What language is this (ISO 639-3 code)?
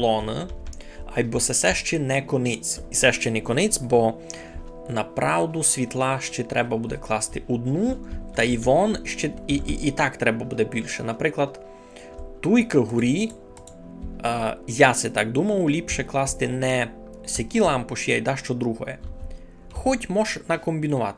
rue